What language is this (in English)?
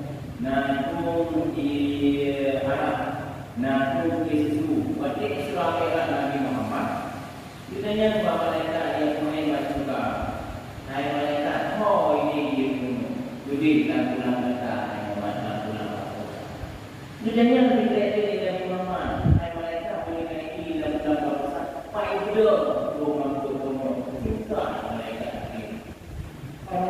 Achinese